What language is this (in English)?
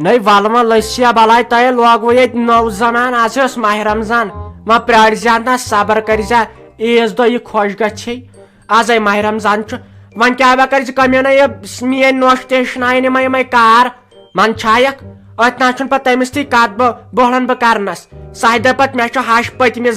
Kashmiri